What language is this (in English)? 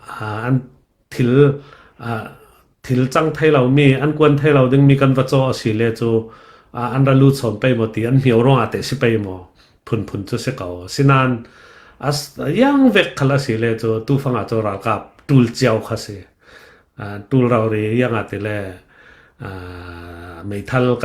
Falam Chin